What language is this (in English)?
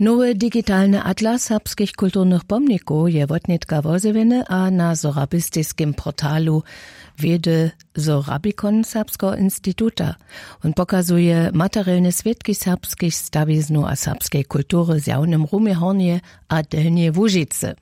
Upper Sorbian